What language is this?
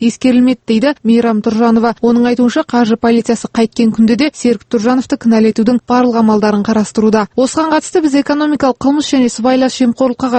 Kazakh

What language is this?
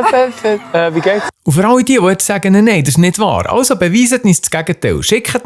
Swiss German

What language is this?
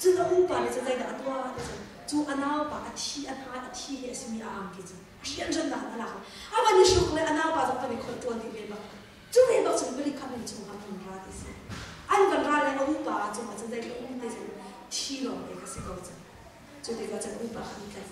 Hakha Chin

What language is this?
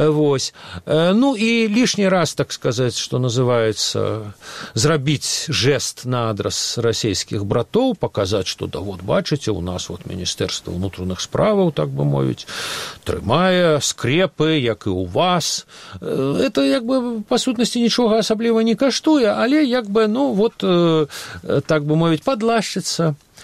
Belarusian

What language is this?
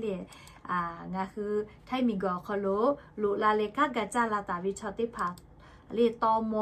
Lahu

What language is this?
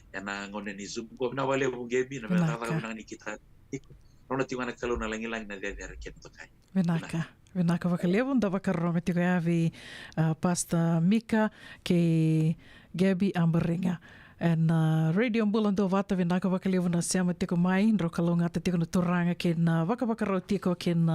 Fijian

